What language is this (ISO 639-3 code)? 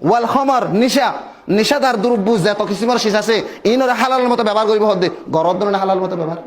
rhg